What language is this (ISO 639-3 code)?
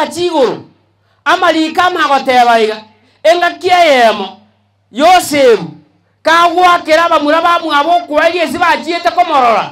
guz